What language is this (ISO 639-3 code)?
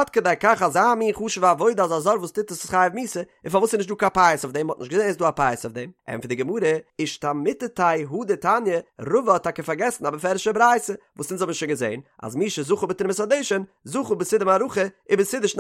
yid